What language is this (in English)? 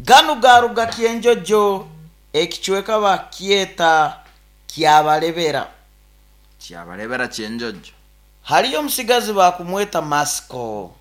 Nyoro